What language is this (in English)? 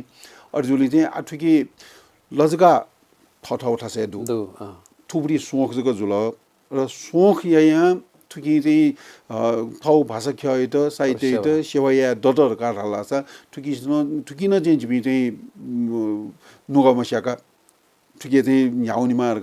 Newari